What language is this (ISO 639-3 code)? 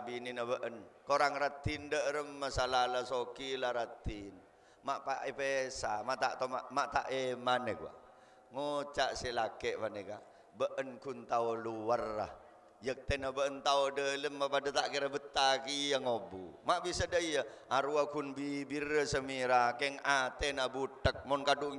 mad